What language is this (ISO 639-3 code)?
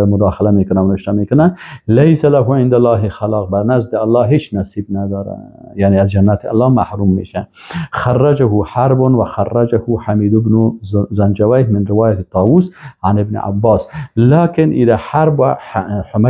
fas